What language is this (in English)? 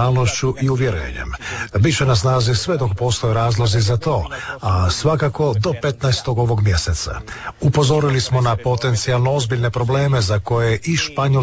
Croatian